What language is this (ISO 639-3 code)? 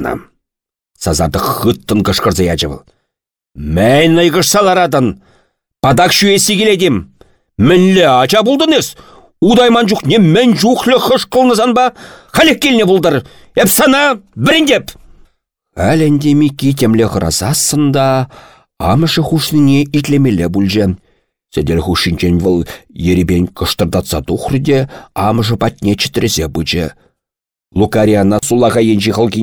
chv